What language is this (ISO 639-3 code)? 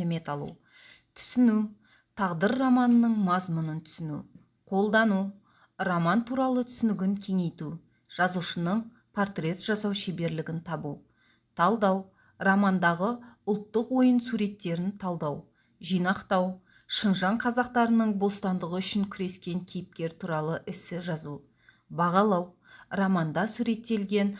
kaz